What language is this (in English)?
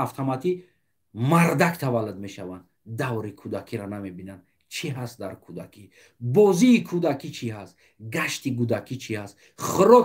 Tajik